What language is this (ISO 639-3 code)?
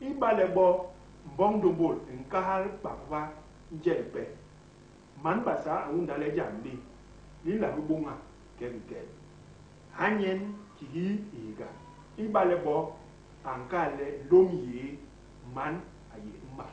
bas